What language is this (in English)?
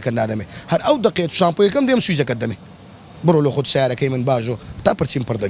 Central Kurdish